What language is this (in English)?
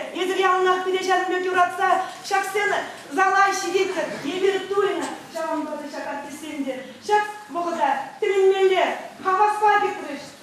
Chuvash